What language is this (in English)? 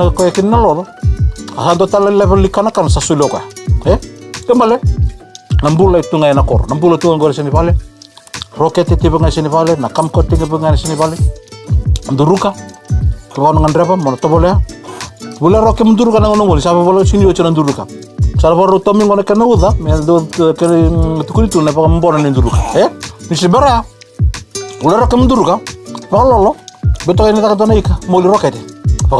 Fijian